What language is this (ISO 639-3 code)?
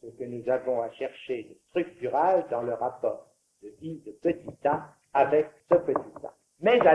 fra